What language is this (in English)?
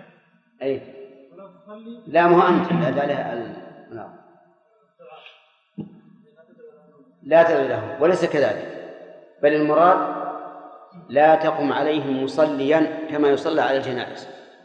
Arabic